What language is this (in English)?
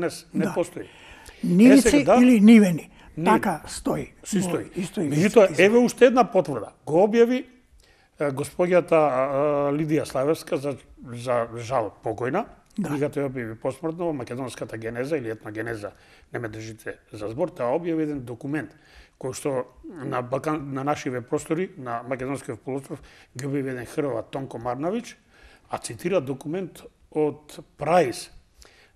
Macedonian